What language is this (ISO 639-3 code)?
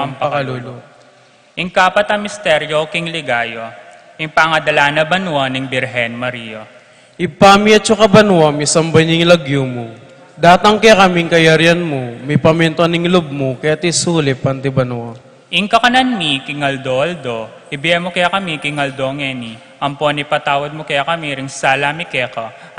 pam